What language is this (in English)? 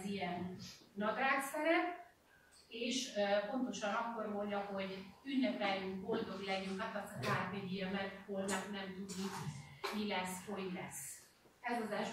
Hungarian